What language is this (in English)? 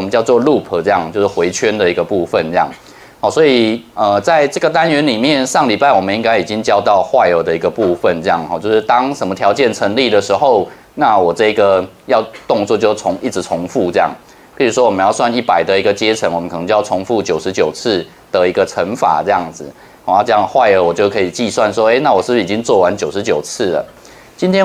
Chinese